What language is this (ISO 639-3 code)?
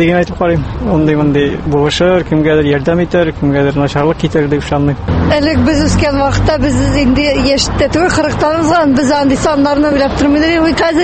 tat